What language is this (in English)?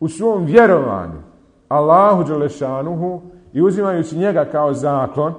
Bosnian